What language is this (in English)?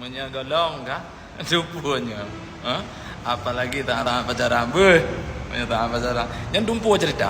Achinese